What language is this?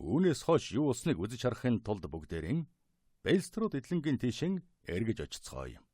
Mongolian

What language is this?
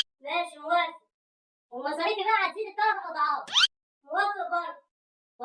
Egyptian Arabic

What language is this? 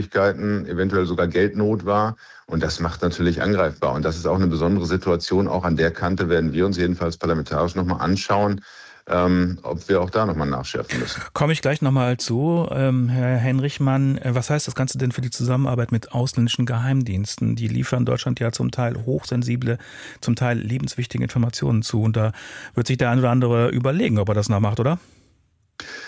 German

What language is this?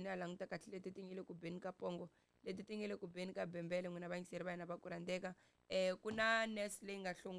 Tsonga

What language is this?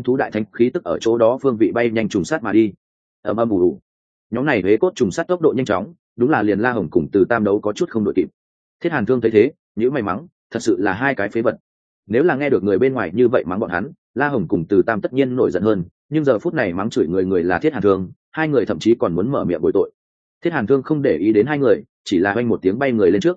Vietnamese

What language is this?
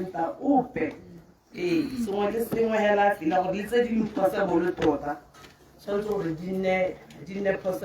Tswana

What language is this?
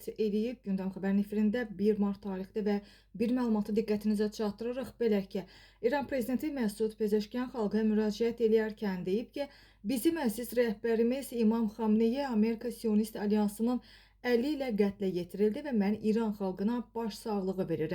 Azerbaijani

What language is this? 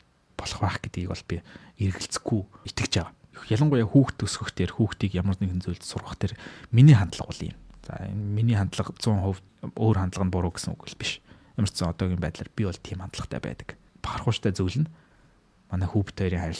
Mongolian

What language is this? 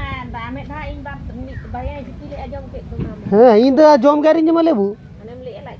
Santali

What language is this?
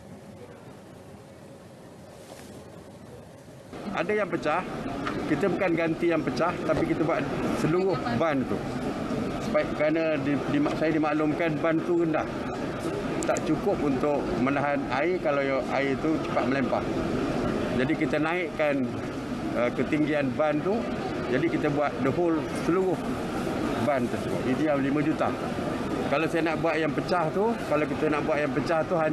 Malay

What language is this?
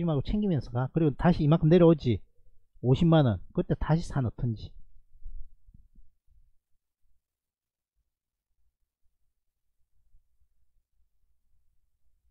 Korean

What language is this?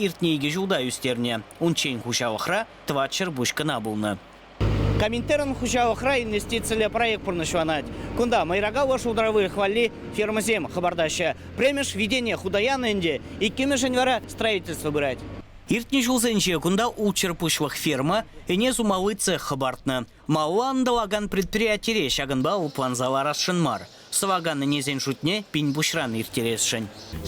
Chuvash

